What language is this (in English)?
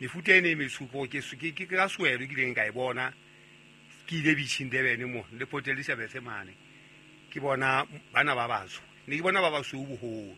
Southern Sotho